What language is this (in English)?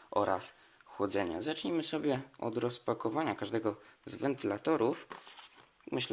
Polish